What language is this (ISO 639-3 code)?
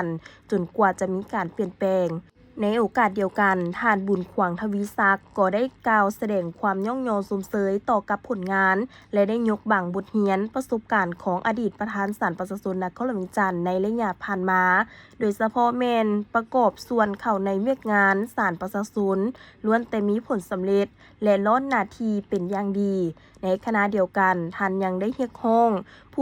lao